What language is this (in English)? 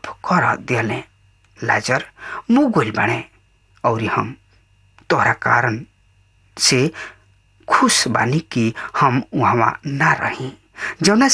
Bhojpuri